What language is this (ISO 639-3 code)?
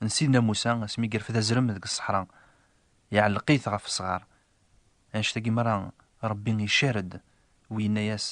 kab